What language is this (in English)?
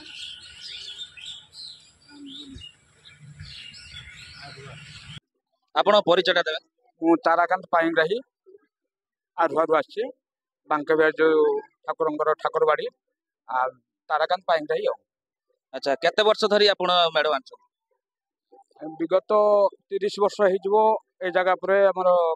Odia